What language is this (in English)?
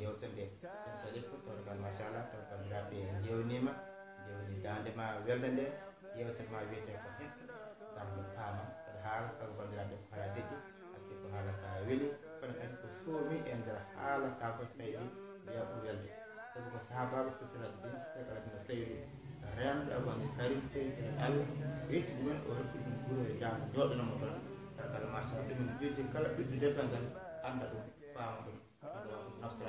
Fula